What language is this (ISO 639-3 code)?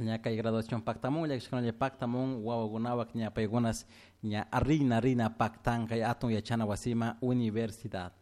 qug